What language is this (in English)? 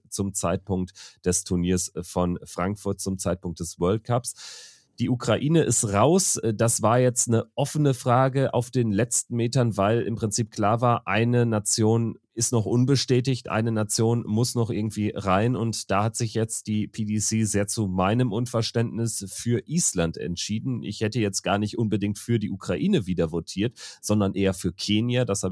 German